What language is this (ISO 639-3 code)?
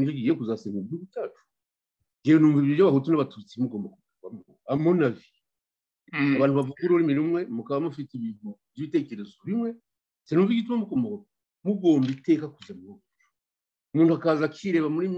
kin